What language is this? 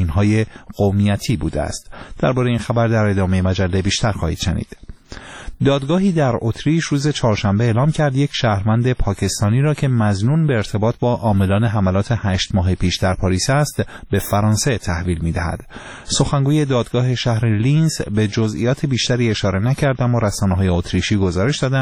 Persian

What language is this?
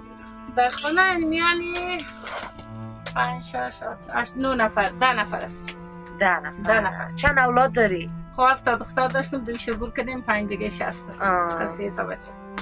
Persian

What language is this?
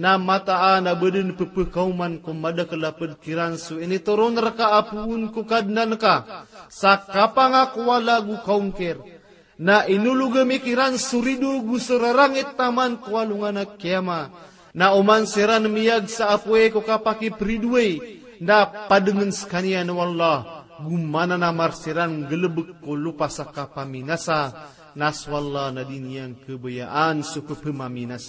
Maranao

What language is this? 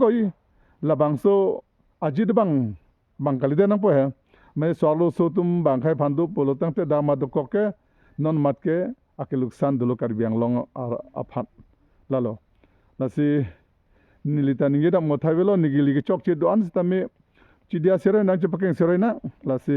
Karbi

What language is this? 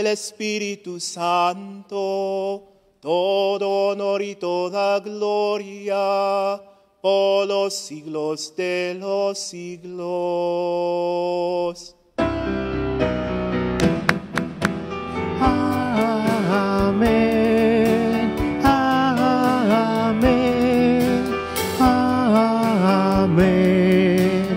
Spanish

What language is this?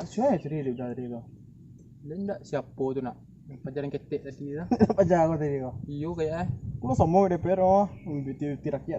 Minangkabau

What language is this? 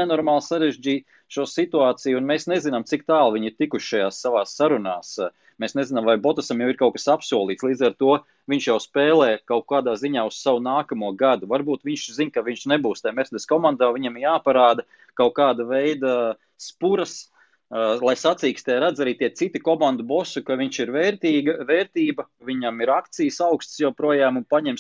Latvian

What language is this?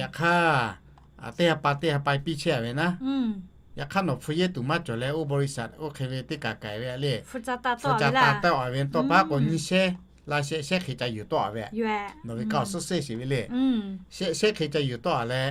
Lahu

